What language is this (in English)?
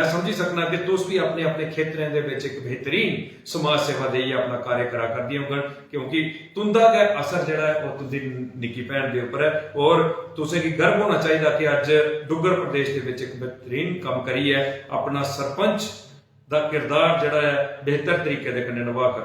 Dogri